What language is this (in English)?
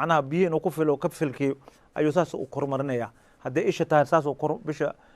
Somali